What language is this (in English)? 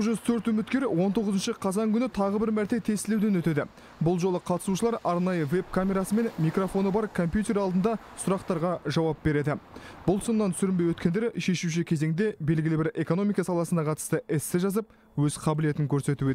Kazakh